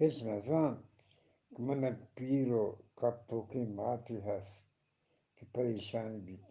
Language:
Eastern Balochi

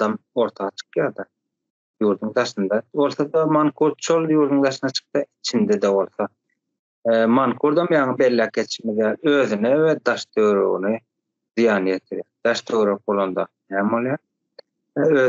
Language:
Turkmen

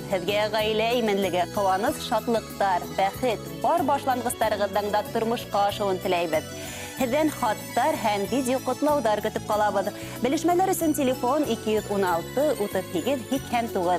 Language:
Bashkir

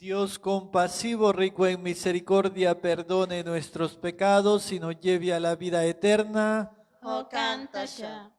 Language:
Kekchí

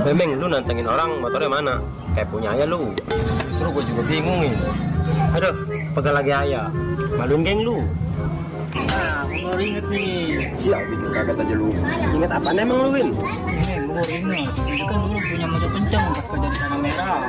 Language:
Betawi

